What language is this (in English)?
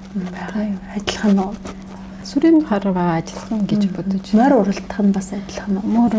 Mongolian